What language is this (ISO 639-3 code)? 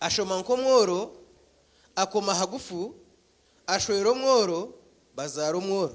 nyn